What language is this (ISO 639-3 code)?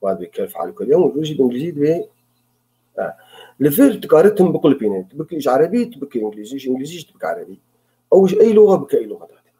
kur